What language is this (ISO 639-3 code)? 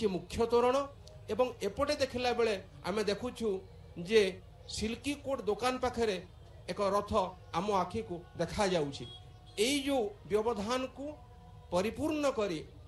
ori